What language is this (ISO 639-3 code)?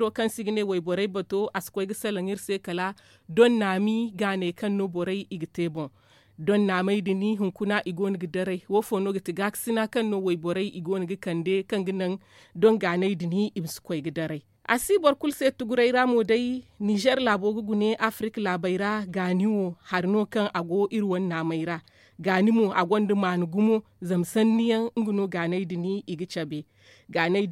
dje